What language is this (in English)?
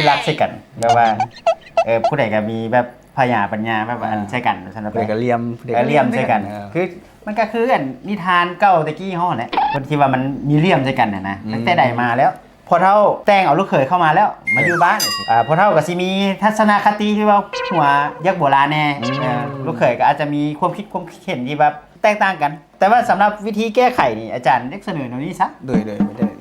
Northeastern Thai